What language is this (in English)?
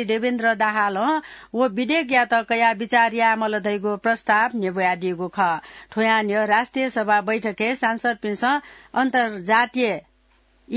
Newari